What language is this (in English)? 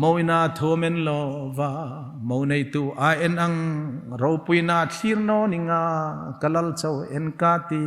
Hmar